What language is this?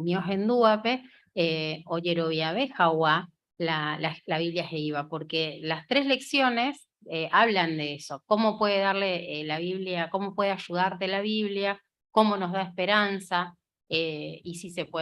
Guarani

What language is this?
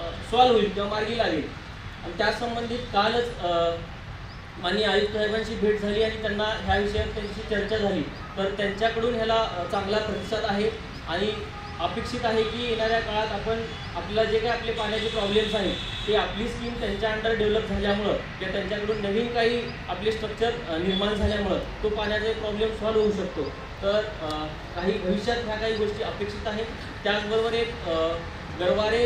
Marathi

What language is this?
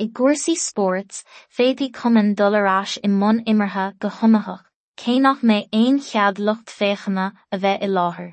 Irish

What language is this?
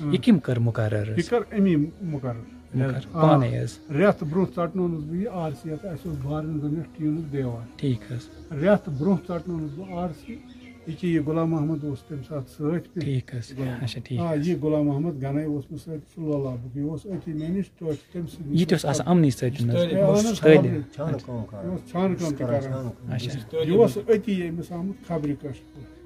Kashmiri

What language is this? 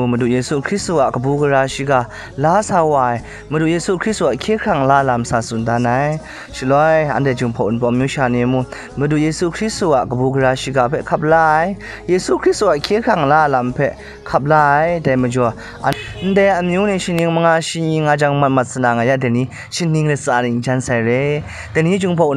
Kachin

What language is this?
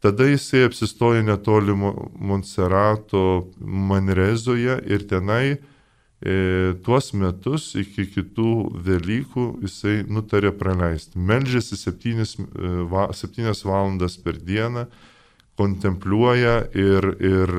Lithuanian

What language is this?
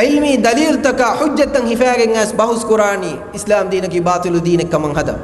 Divehi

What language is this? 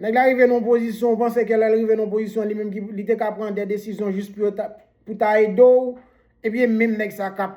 Haitian Creole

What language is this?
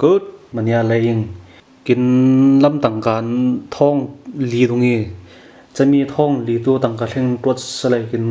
Falam Chin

